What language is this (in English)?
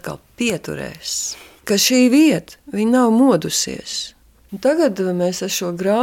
Latvian